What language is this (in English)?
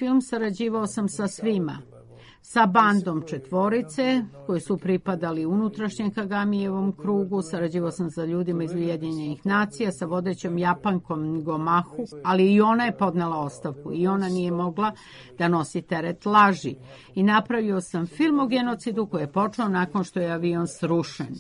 Serbian